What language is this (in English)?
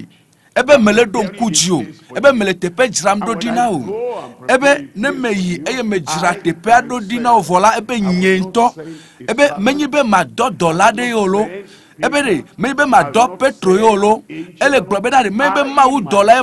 Ewe